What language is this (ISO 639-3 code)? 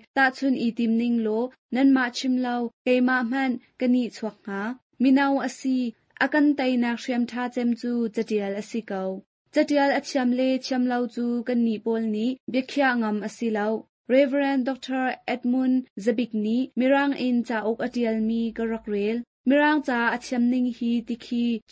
cnh